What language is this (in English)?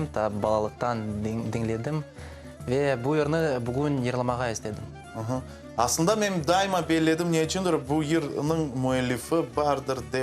Crimean Tatar